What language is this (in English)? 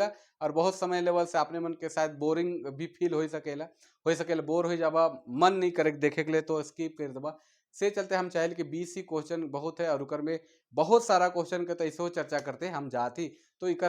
Sadri